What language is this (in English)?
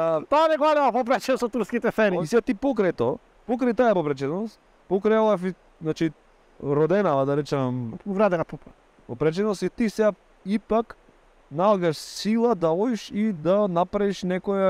Macedonian